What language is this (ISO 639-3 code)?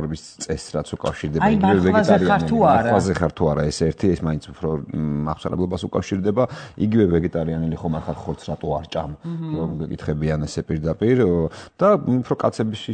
kat